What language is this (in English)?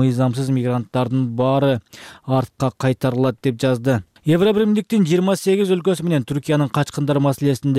Kyrgyz